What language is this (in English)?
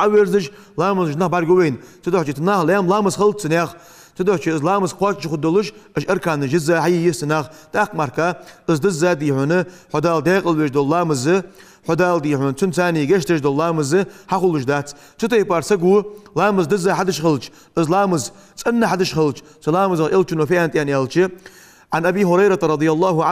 Ingush